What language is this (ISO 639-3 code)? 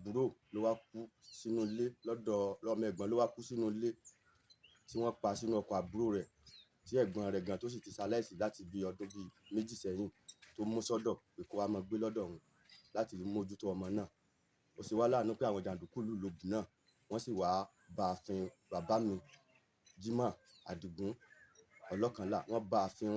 yor